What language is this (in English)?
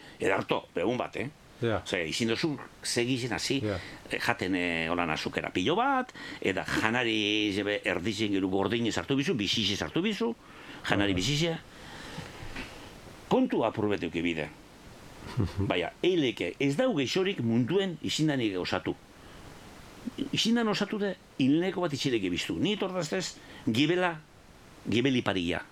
Basque